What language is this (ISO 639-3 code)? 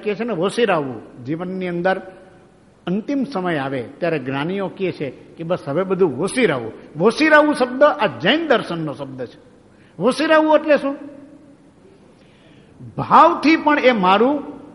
guj